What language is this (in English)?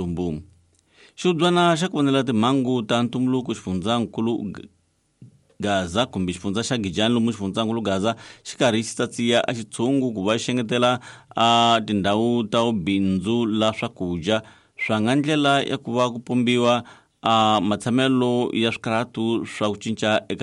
Tsonga